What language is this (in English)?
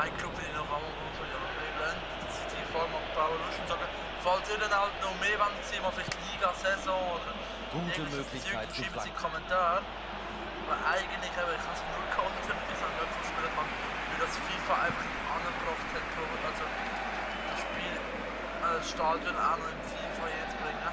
Swiss German